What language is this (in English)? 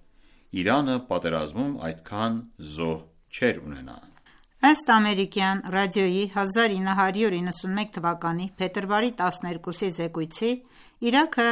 Armenian